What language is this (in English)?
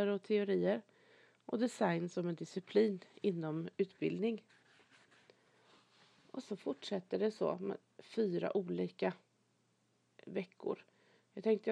Swedish